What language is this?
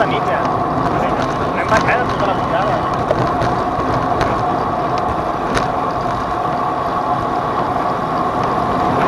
Catalan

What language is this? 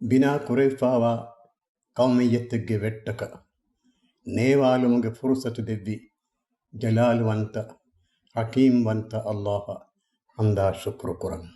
Divehi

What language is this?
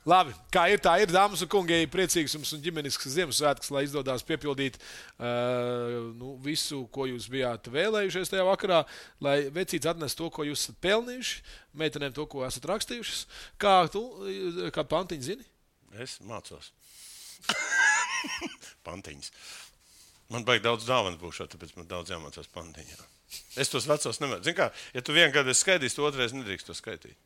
Latvian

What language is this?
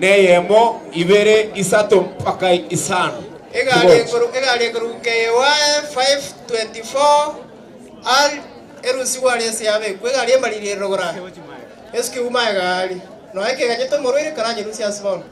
Gusii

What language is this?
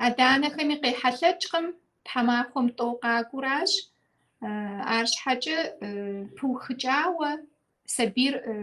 Kabardian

